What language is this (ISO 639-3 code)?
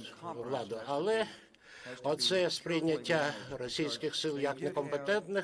ukr